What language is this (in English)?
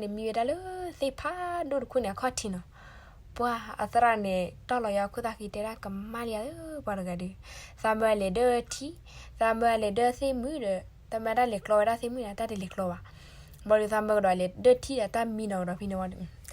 S'gaw Karen